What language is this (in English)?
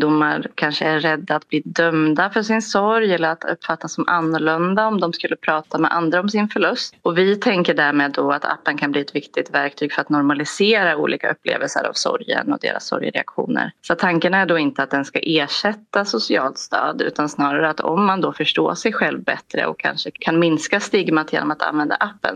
Swedish